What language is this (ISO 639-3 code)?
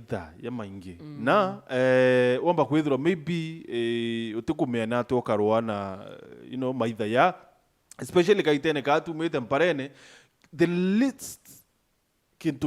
mer